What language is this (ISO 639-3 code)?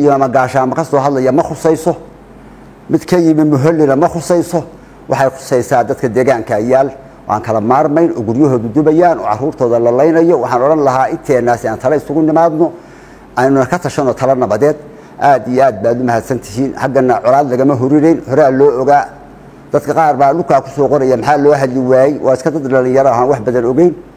som